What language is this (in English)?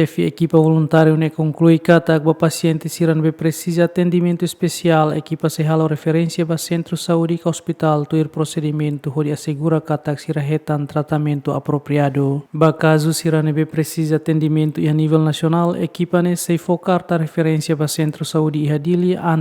Tetum